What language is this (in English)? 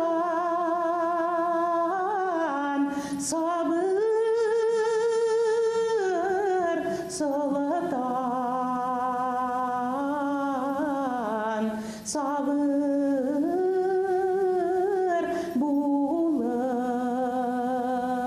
Bashkir